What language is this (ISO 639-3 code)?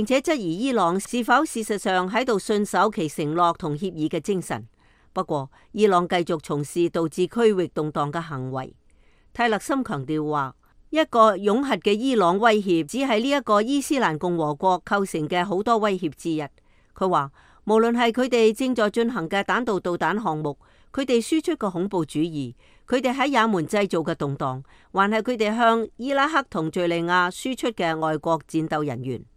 yue